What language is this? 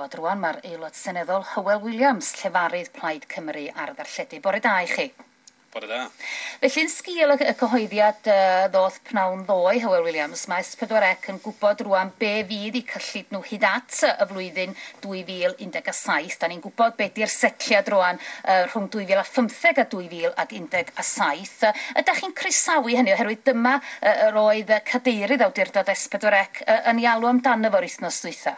Welsh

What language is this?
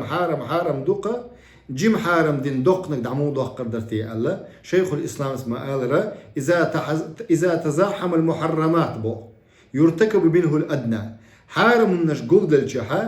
Chechen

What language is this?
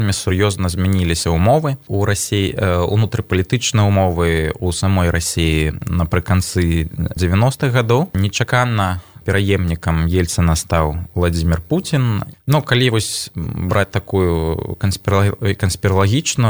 Belarusian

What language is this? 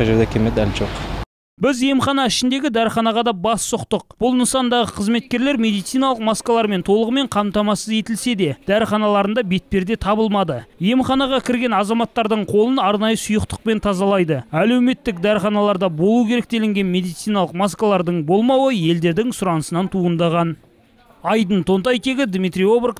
Kazakh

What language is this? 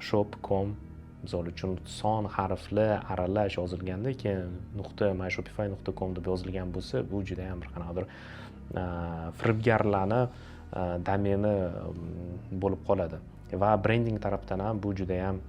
Uzbek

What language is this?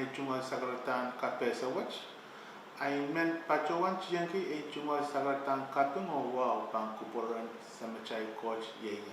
Pohnpeian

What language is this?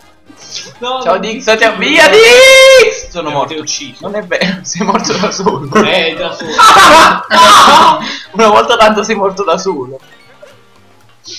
Italian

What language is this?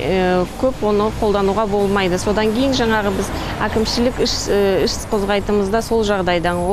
Kazakh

